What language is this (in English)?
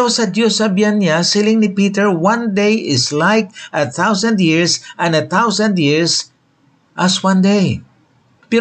Hiligaynon